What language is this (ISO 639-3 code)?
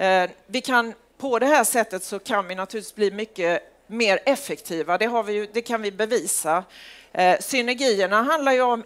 swe